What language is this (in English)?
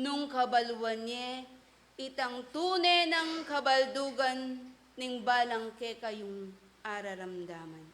Pampanga